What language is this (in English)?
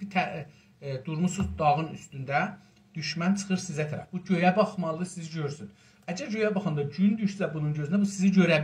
South Azerbaijani